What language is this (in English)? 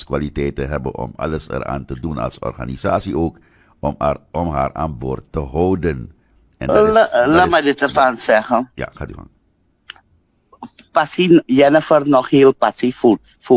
Dutch